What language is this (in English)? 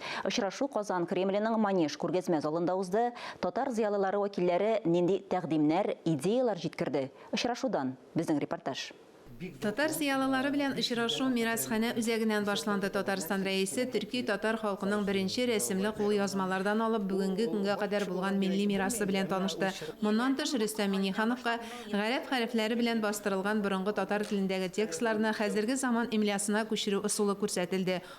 Tatar